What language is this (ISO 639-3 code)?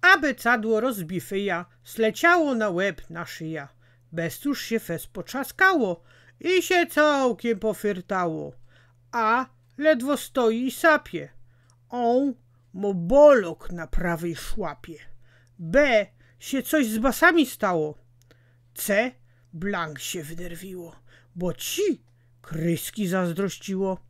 szl